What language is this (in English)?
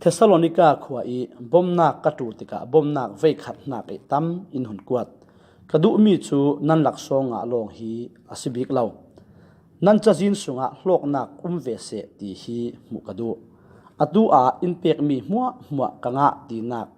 Falam Chin